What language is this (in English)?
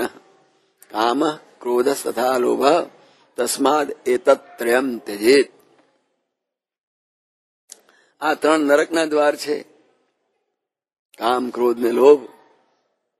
Gujarati